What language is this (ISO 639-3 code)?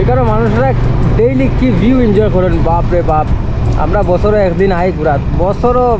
syl